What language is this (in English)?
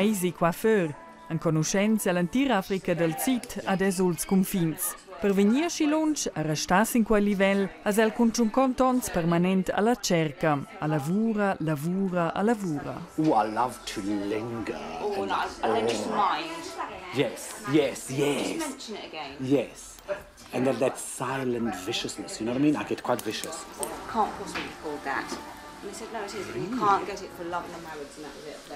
Romansh